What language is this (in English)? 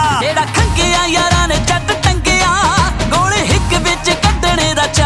Punjabi